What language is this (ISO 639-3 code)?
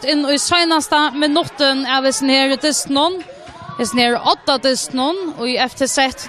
fao